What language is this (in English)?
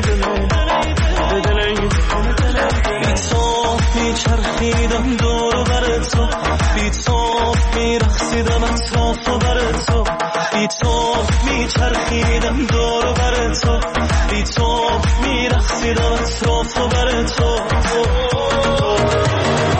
Persian